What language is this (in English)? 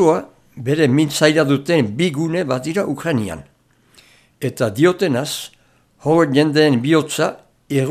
Basque